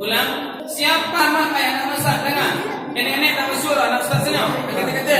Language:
Minangkabau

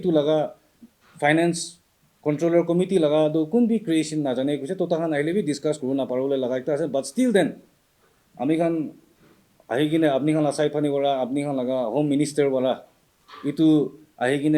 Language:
Naga Pidgin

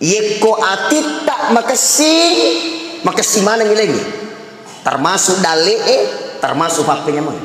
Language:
Buginese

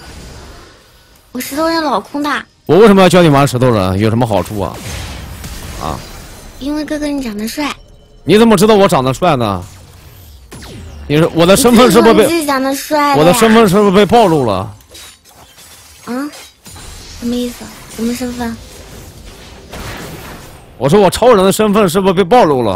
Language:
Chinese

